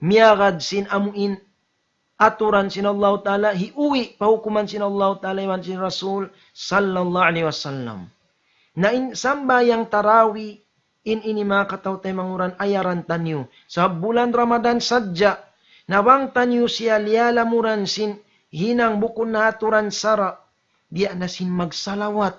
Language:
Tausug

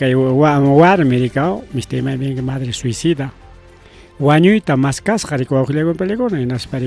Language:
Ayacucho Quechua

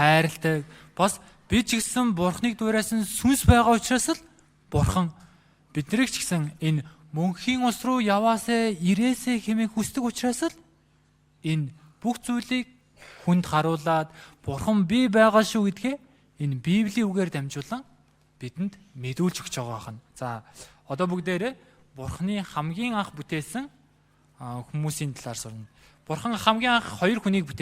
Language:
Mongolian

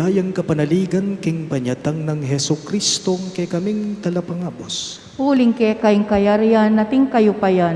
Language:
Pampanga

